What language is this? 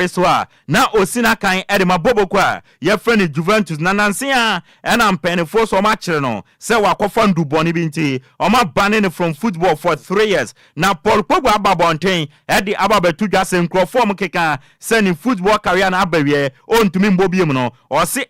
Akan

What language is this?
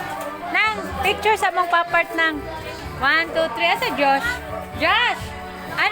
Cebuano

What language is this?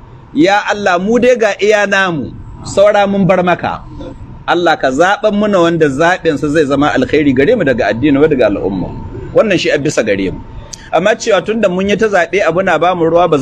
Hausa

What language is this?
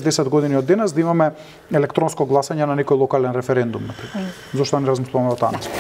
Macedonian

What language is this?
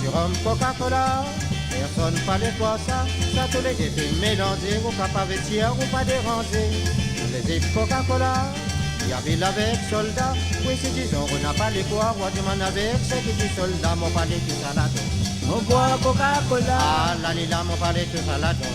Morisyen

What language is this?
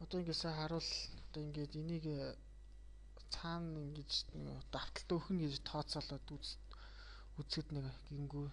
Mongolian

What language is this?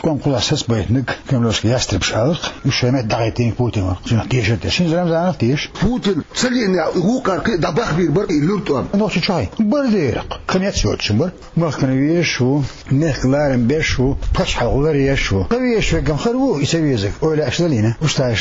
Chechen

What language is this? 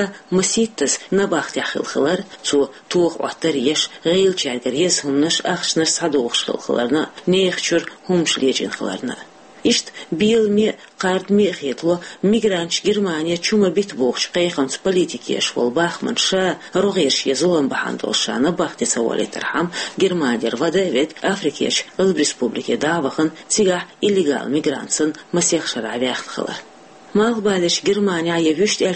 Chechen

